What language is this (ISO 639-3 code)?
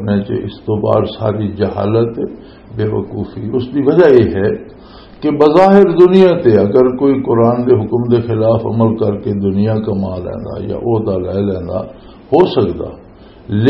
lah